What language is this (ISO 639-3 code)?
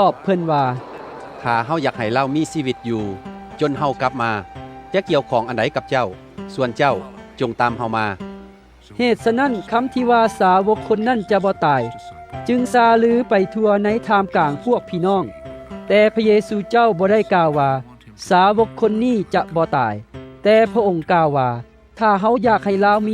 lao